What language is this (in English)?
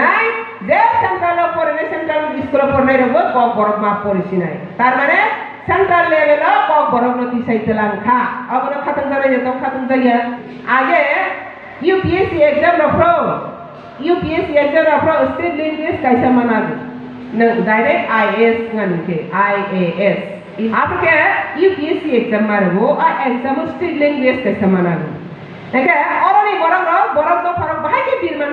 Kok Borok